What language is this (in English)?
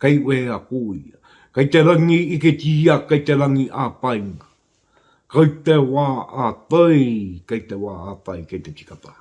Māori